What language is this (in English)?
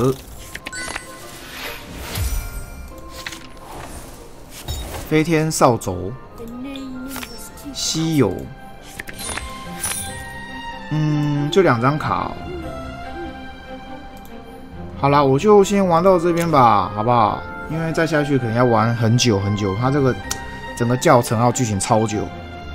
Chinese